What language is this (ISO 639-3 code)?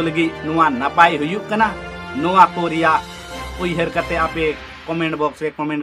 sat